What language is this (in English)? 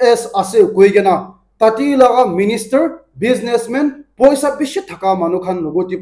Naga Pidgin